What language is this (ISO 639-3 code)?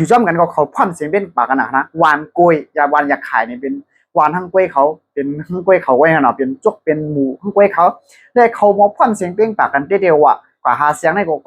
shn